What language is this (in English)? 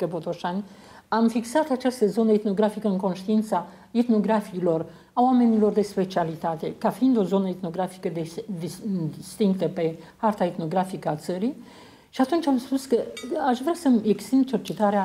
Romanian